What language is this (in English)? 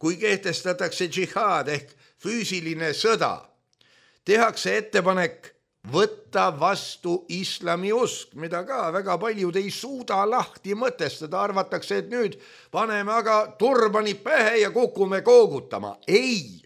Estonian